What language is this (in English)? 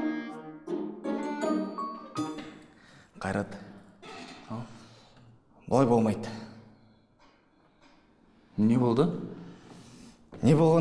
Kazakh